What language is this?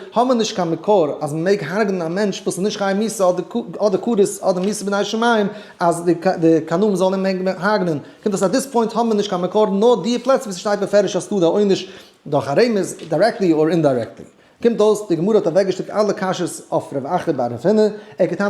Yiddish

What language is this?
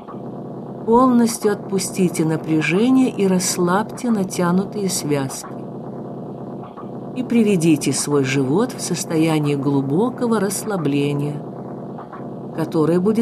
Russian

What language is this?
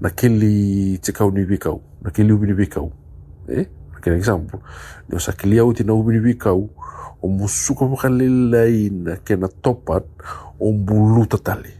Fijian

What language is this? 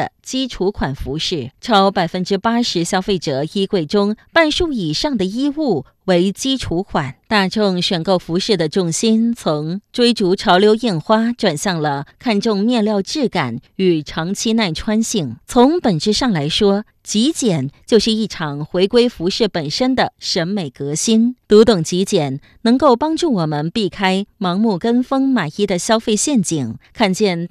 Chinese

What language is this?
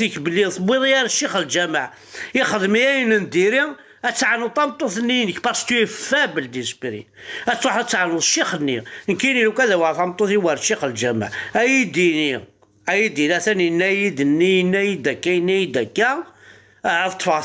Kabyle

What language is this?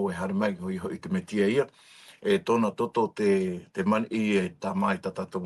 Tahitian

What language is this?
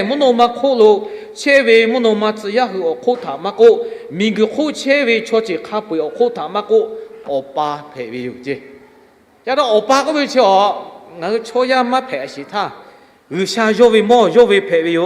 Lahu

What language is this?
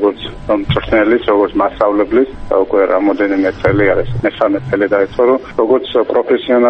Georgian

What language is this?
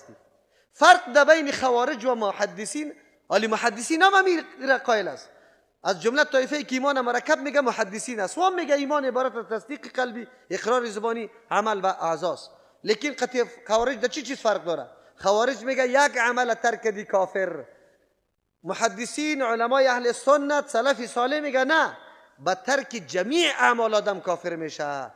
Persian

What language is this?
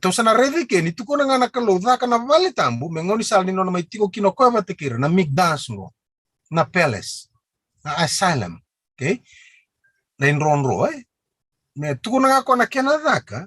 Fijian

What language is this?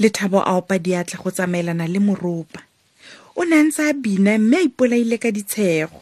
Tswana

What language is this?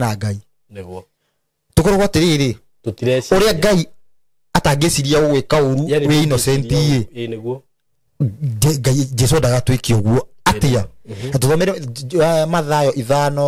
Kikuyu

